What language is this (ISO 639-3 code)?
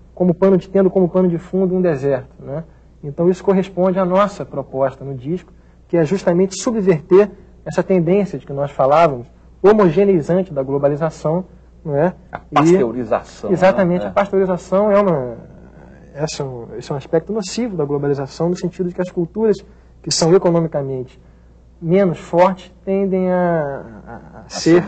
por